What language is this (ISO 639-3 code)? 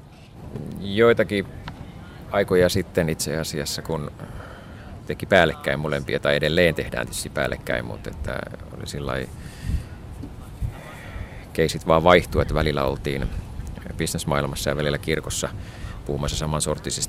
fin